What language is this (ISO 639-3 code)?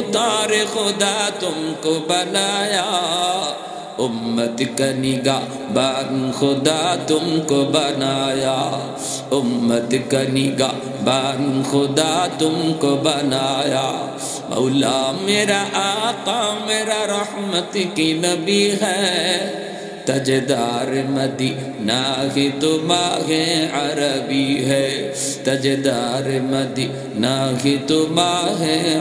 ben